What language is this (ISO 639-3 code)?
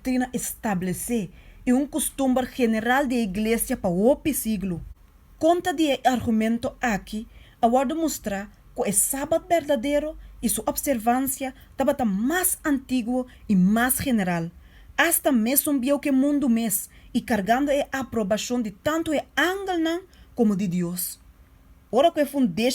pap